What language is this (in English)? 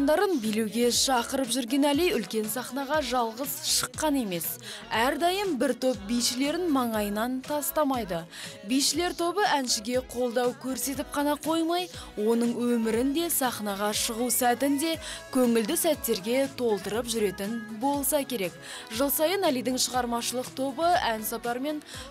Kazakh